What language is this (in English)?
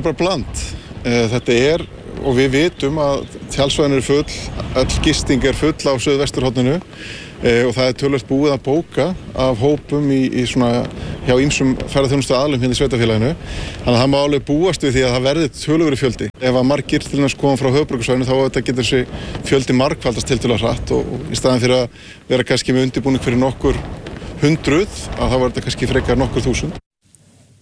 Icelandic